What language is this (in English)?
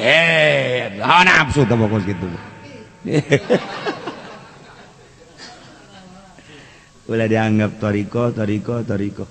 Sundanese